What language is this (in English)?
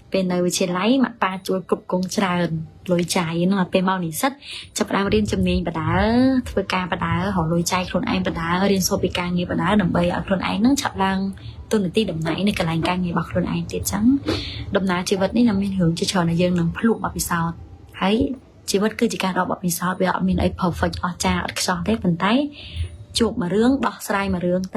Khmer